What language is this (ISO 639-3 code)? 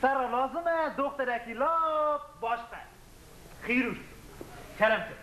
kur